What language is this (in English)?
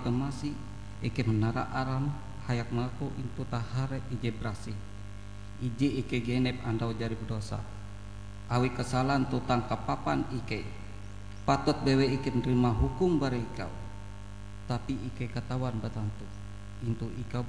Ngaju